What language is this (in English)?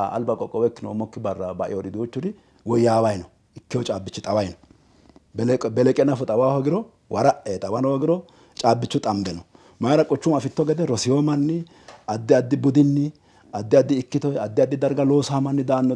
Sidamo